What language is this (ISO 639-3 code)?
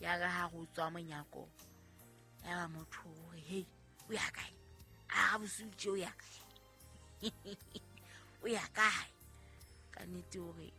sot